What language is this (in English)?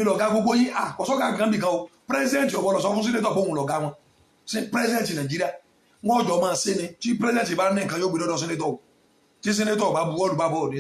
Yoruba